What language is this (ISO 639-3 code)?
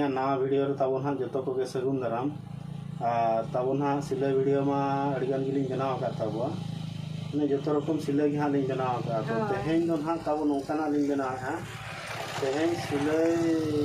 sat